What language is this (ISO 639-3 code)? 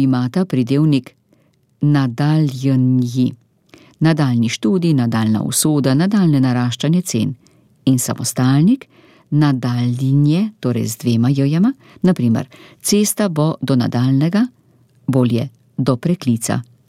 slv